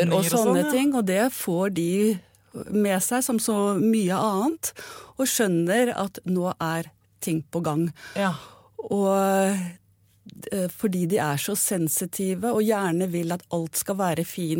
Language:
Norwegian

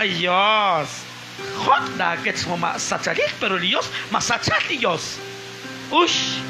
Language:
Kekchí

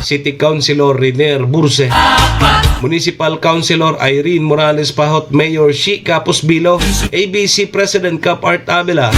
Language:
Bikol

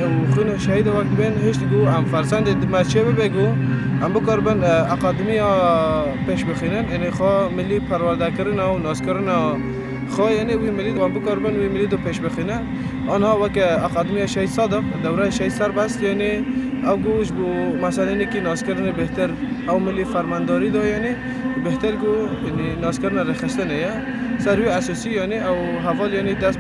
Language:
Kurdish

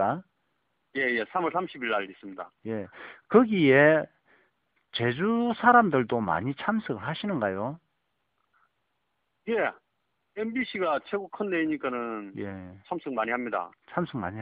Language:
Korean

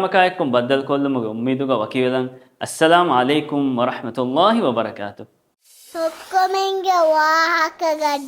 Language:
Divehi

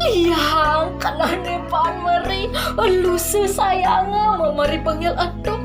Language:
Balinese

